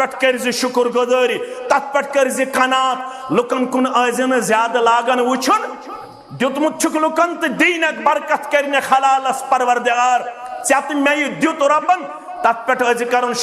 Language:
Kashmiri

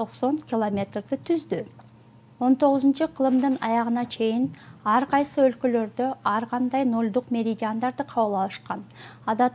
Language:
Kyrgyz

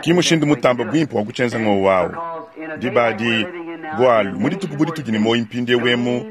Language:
Luba-Lulua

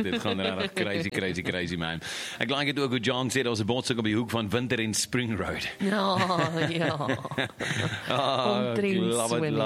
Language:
Afrikaans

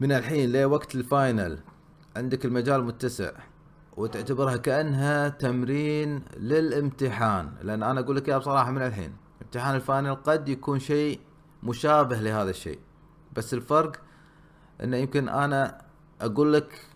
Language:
Gulf Arabic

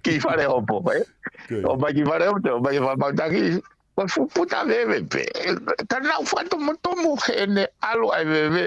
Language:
Tongan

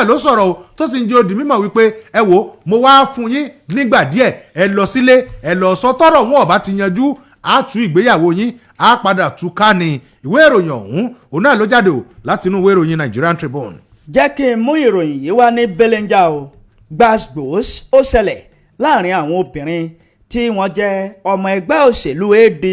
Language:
Yoruba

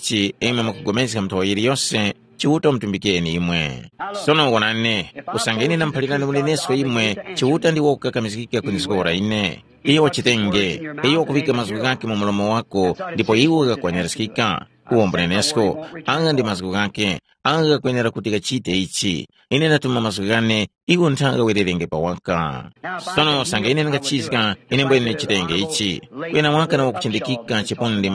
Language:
Tumbuka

